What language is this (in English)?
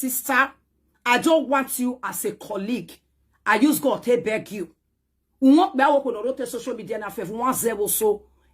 Nigerian Pidgin